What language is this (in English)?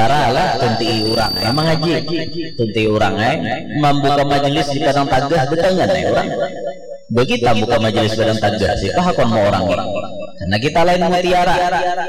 Banjar